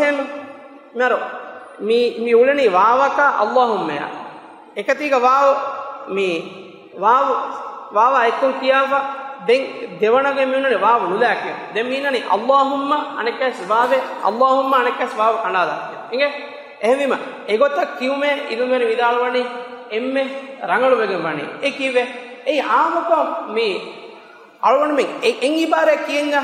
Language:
Divehi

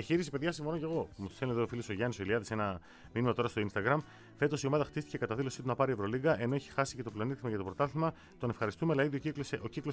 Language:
Greek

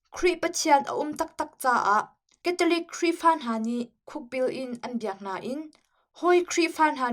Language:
Hakha Chin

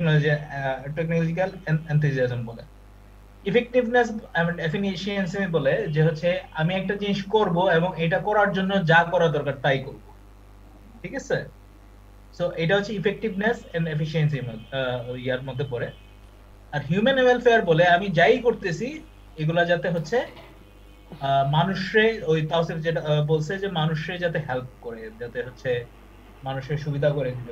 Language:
Bangla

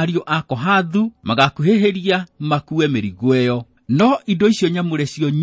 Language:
Kikuyu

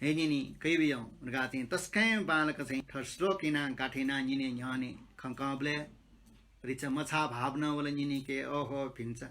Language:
Newari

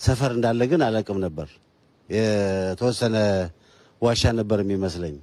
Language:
Amharic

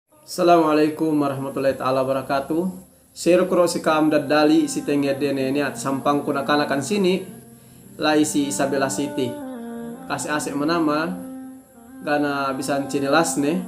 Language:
Yakan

